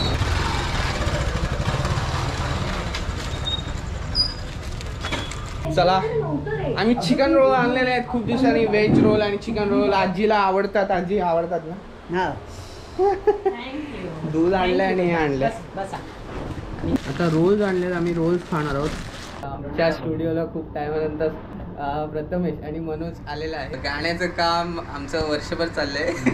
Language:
Marathi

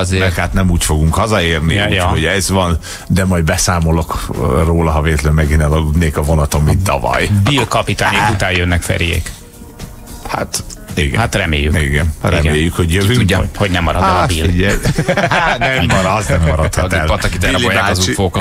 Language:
Hungarian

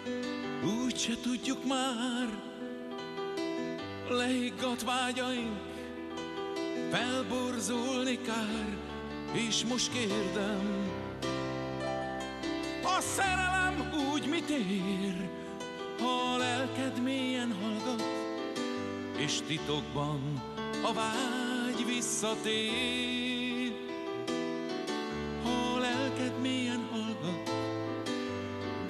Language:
Hungarian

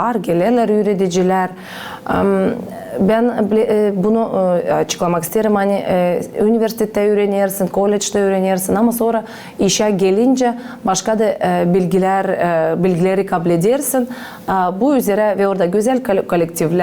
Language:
Gagauz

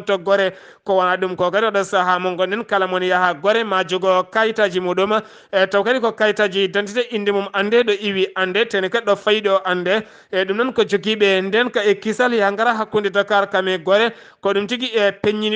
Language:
Fula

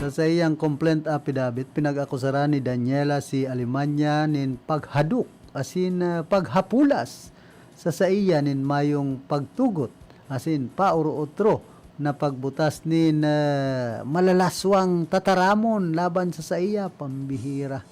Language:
Bikol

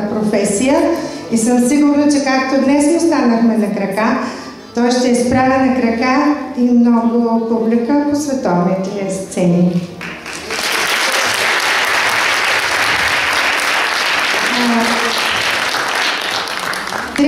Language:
Bulgarian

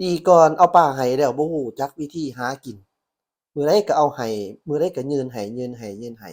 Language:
Lao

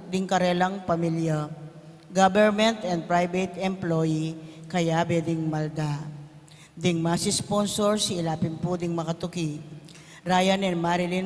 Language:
Pampanga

